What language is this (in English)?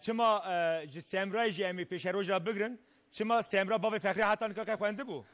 Kurdish